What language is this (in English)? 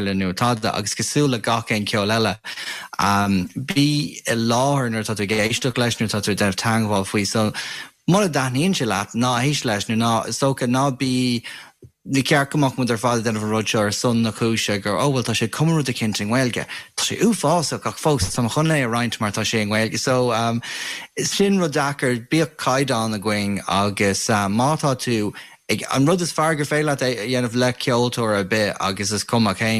Irish